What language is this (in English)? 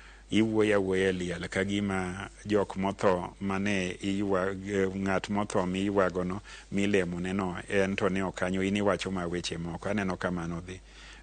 Luo (Kenya and Tanzania)